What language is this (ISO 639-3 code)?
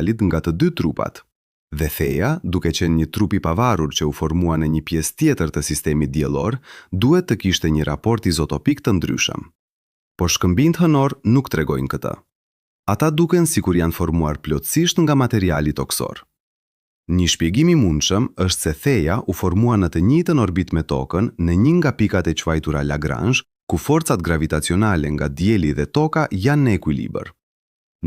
sqi